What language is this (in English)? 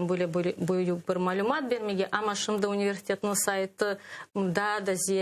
Crimean Tatar